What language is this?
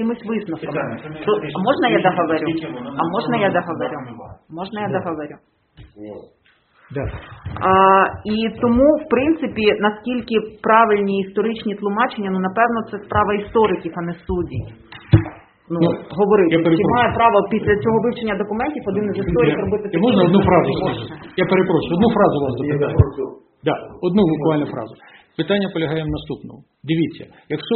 Ukrainian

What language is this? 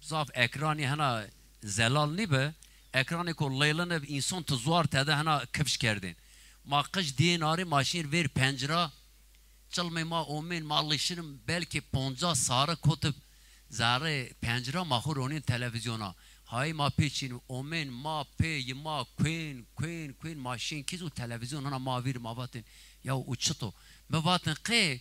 Zaza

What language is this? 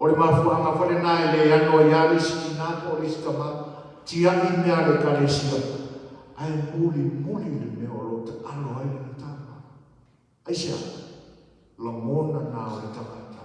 Samoan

